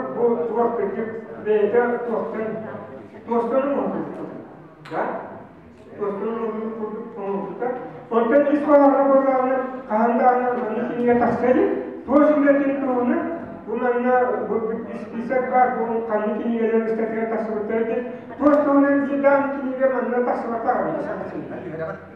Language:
Yakut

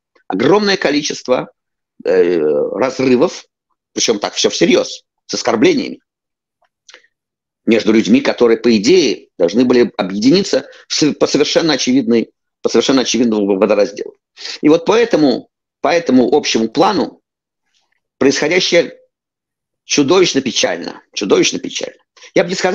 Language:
Russian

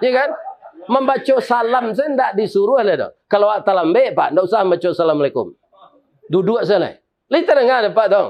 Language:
Minangkabau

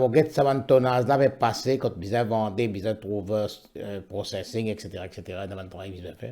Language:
Morisyen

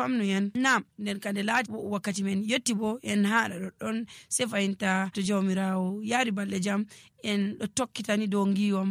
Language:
Nigerian Fulfulde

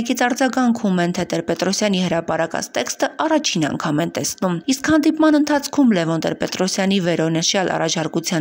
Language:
Armenian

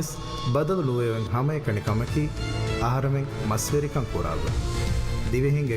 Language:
Divehi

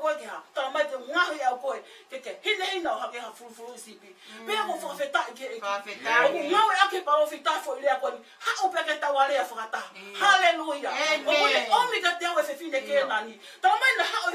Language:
Tongan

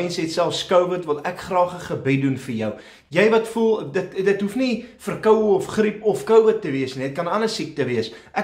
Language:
Afrikaans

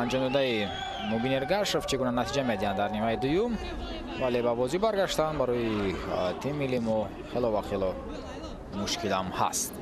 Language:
Tajik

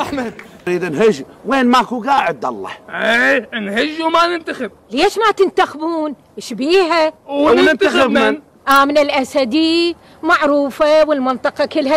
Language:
Mesopotamian Arabic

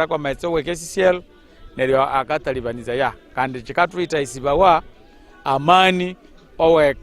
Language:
Nyankole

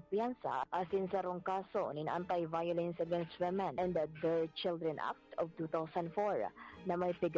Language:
Bikol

